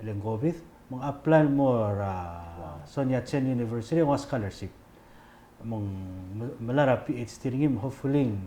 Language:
Palauan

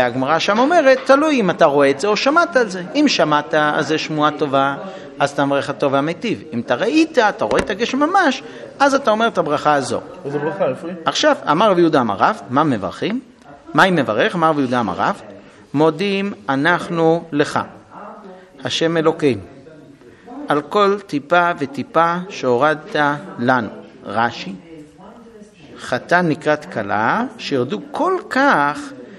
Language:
Hebrew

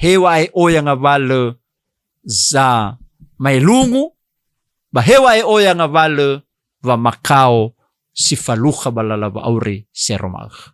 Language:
Nias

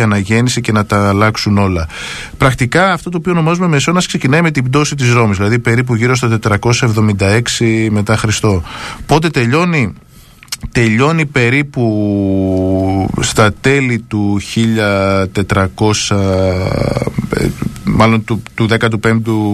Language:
Greek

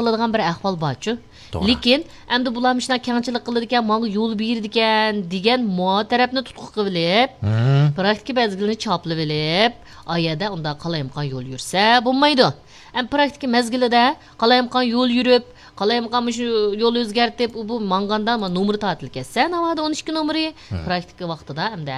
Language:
Uyghur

